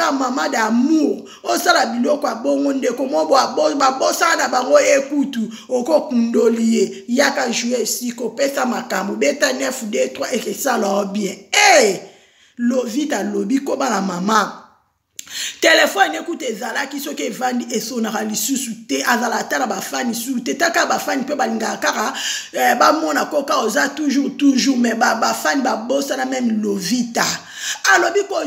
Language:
Lingala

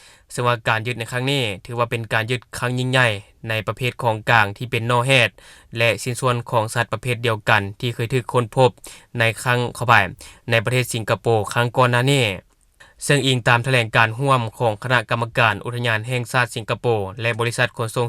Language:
Lao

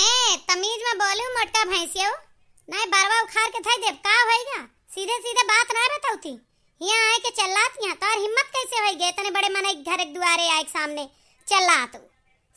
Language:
Awadhi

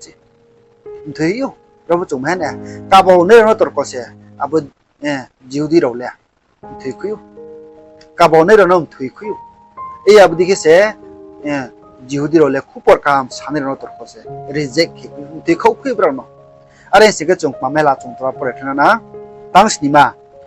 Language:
Riang (India)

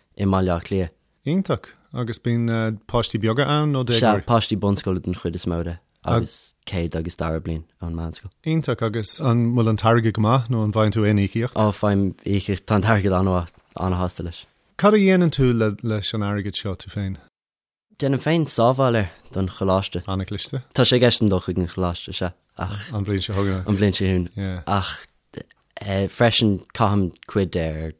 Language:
Irish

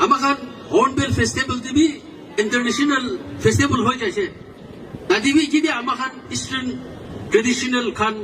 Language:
Naga Pidgin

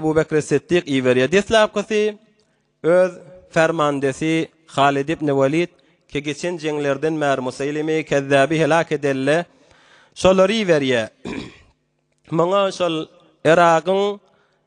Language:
Turkmen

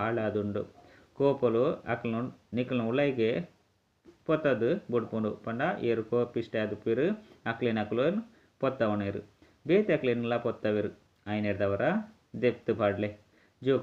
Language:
Tulu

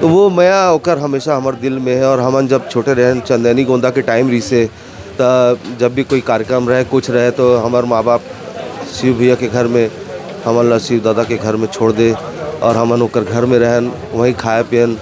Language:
Chhattisgarhi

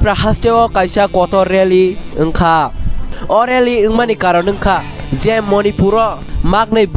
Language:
Kok Borok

